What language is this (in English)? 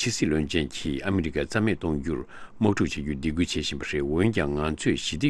Tibetan